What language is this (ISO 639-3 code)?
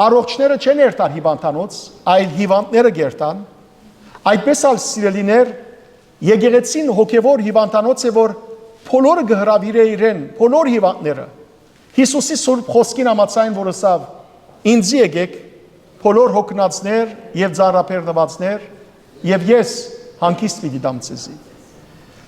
hyw